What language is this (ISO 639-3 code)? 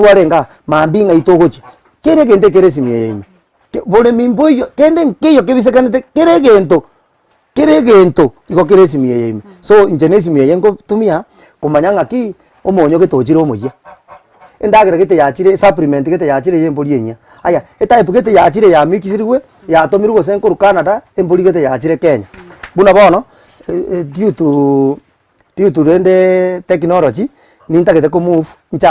guz